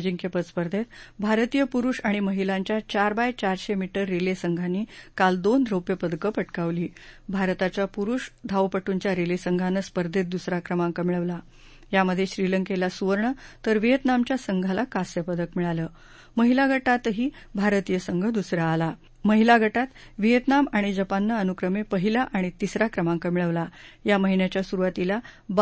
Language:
Marathi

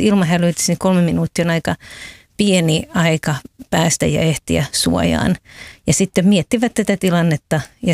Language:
Finnish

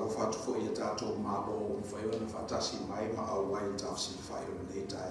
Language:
Samoan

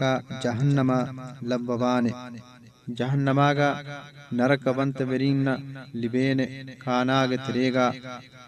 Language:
Divehi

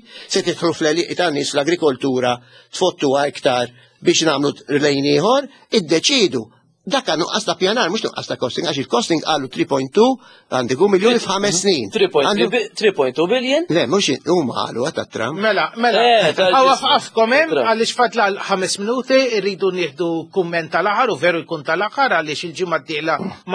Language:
Maltese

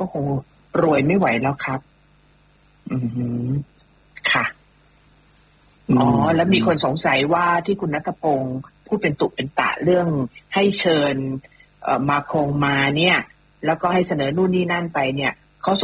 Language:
Thai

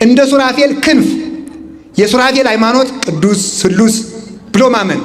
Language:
Amharic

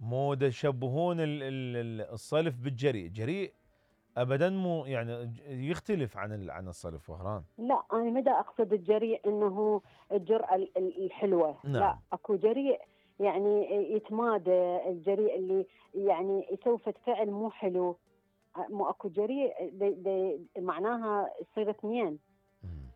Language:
Mesopotamian Arabic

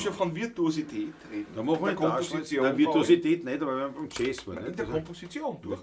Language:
Bavarian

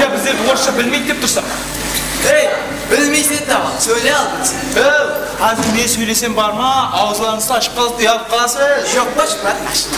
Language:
Kara-Kalpak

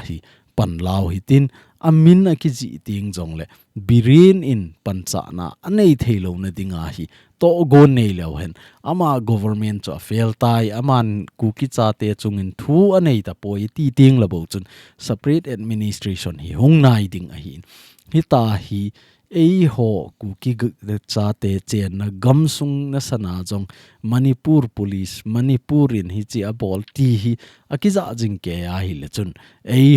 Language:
Thado Chin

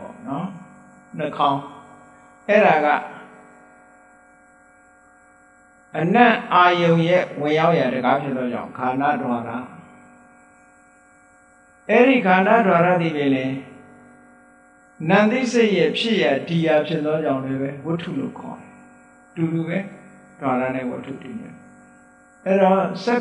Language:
Burmese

